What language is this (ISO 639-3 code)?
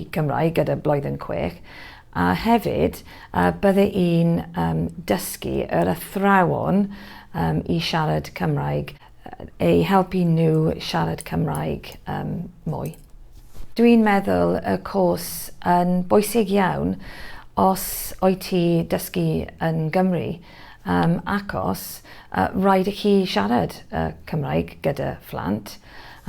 cym